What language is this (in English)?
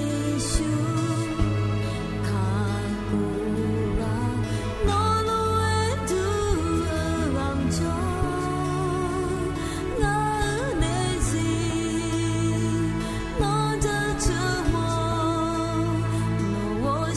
Akha